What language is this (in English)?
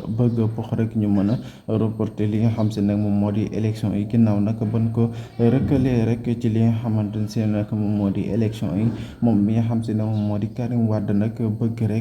Wolof